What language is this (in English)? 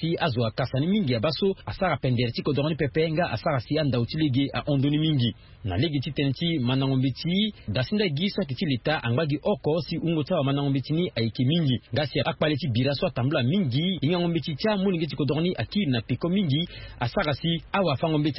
Sango